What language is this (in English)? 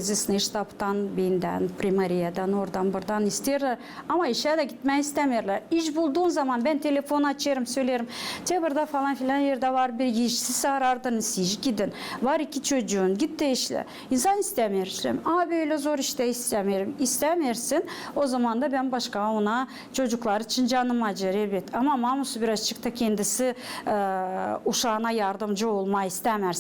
Gagauz